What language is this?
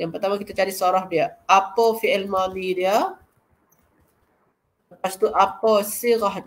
Malay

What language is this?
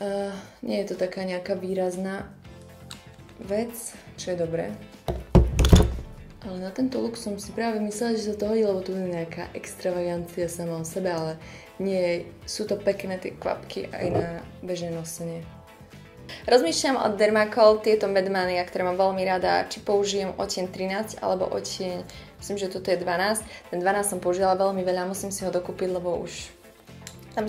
Slovak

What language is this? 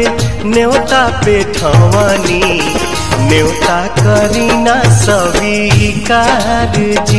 Bhojpuri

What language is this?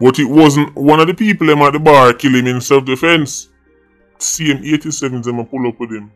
Jamaican Creole English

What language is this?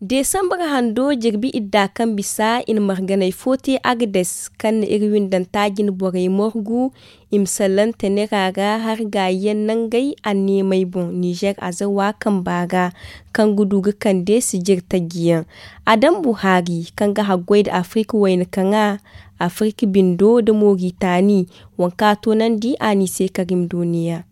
Zarma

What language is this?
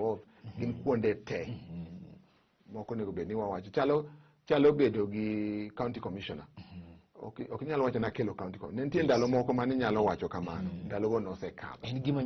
Luo (Kenya and Tanzania)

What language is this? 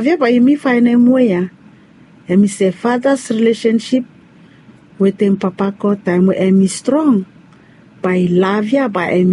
Bislama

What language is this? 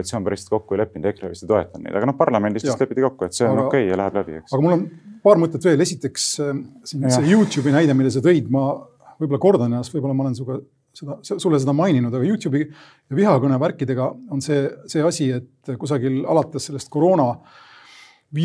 Estonian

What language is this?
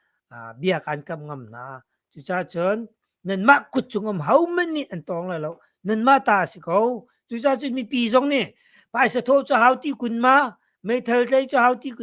Hakha Chin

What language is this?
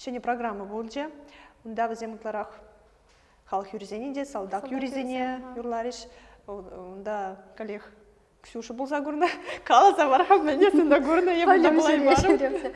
Chuvash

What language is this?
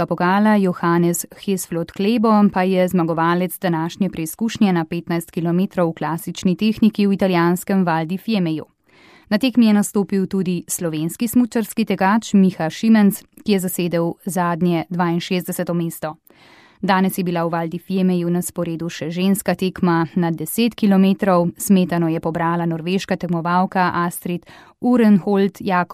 Slovenian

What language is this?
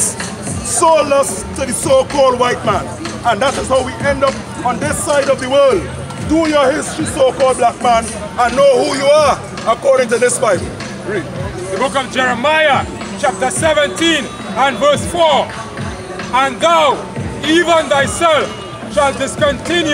English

